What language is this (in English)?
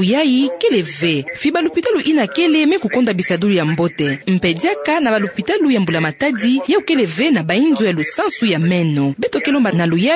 Kituba (Democratic Republic of Congo)